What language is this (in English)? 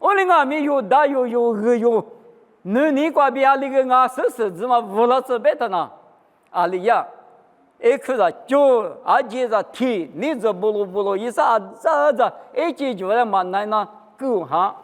Lisu